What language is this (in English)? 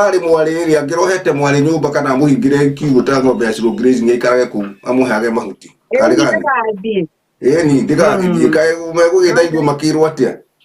Kikuyu